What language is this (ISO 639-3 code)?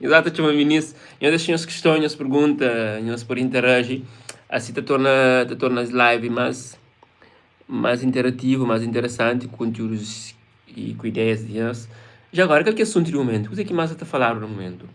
kea